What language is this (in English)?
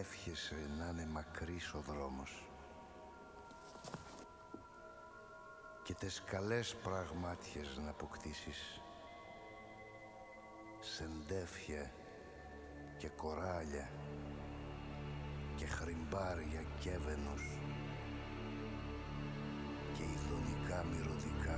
Greek